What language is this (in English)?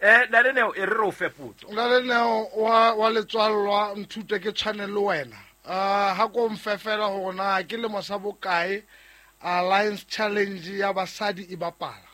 Southern Sotho